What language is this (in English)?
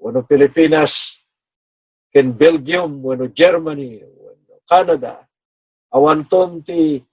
Iloko